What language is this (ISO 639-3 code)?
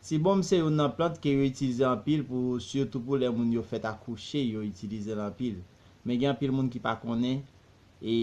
hat